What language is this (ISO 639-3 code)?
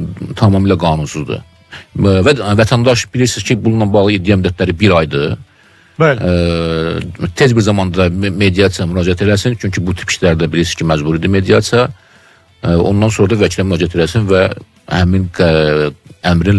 aze